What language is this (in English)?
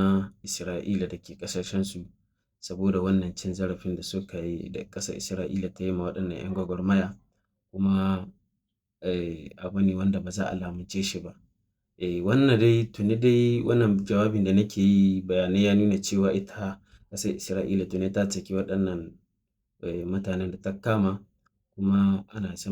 Hausa